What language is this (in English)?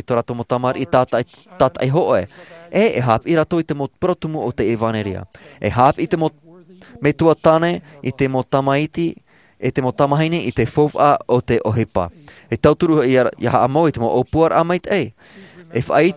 Tahitian